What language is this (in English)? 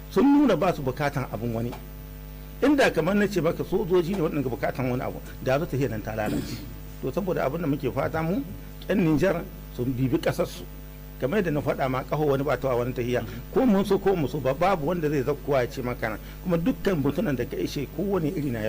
Hausa